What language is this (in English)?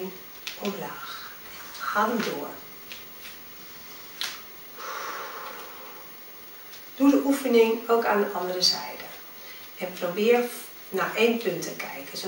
Dutch